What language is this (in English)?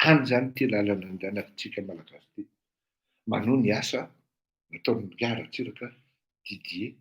Malagasy